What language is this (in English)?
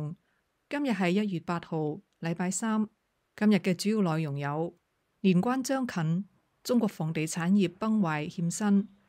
Cantonese